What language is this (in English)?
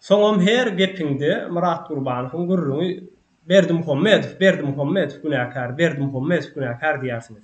Turkmen